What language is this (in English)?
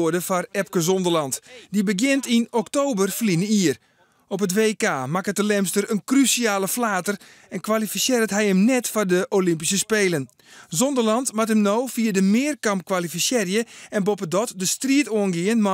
Western Frisian